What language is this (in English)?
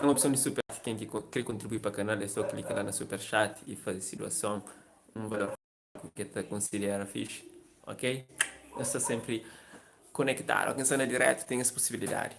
Kabuverdianu